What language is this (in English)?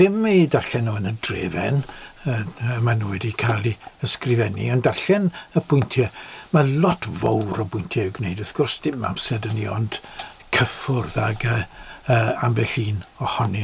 Welsh